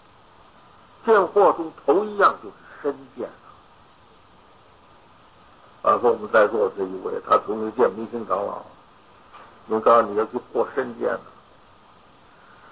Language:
Chinese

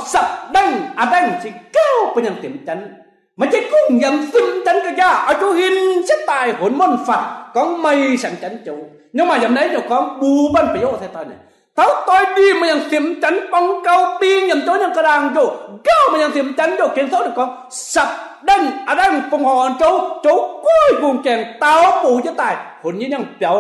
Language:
Kim Mun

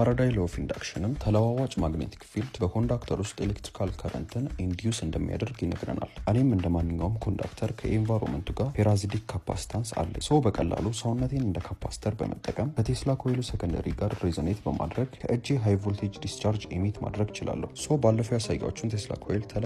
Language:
Amharic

